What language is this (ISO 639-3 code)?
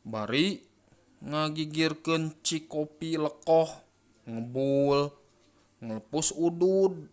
sun